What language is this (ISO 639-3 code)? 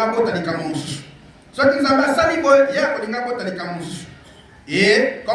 lin